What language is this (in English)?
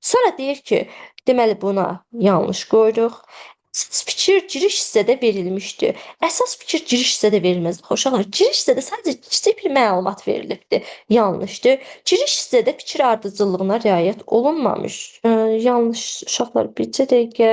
Azerbaijani